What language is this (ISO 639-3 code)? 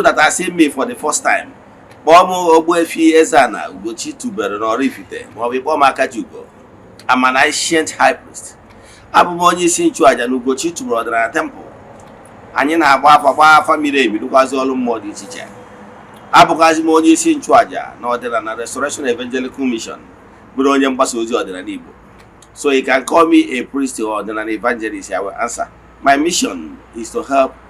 ibo